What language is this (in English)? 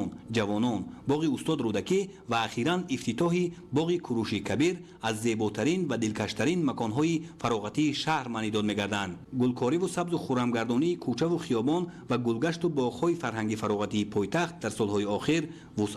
Tajik